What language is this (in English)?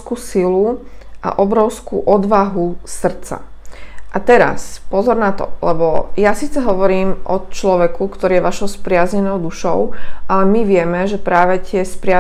Slovak